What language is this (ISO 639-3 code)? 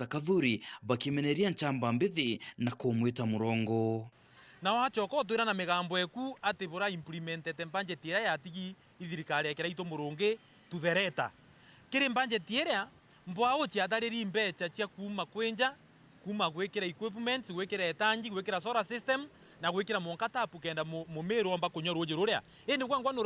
mer